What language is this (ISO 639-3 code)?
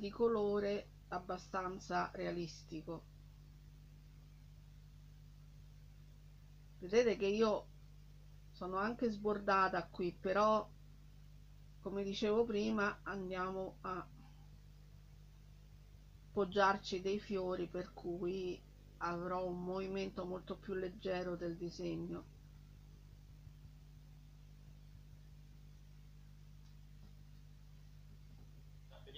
ita